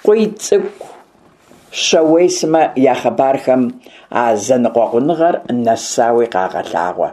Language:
Kabardian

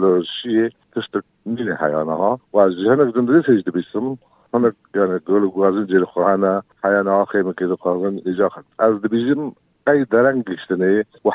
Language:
Kurdish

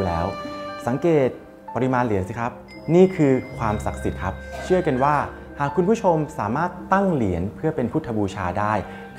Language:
Thai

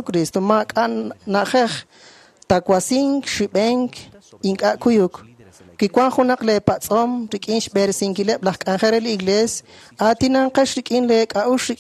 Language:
Kekchí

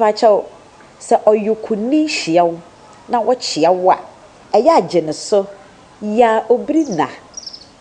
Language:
Akan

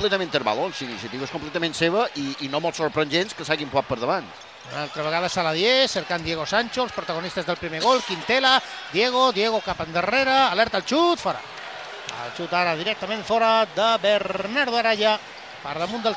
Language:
Catalan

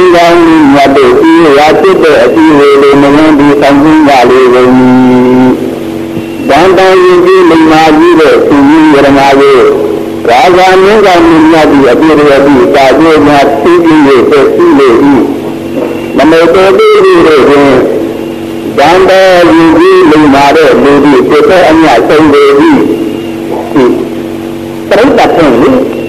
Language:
Burmese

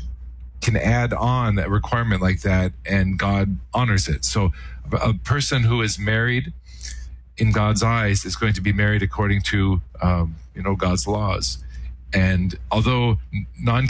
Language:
English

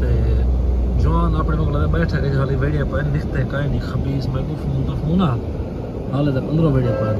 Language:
Saraiki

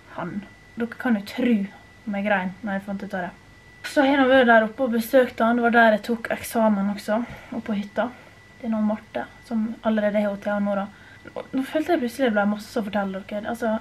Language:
Norwegian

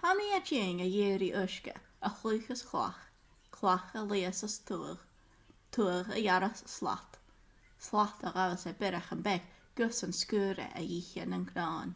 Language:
Scottish Gaelic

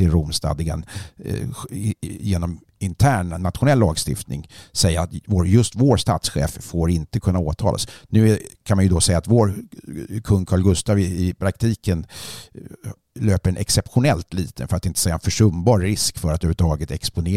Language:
Swedish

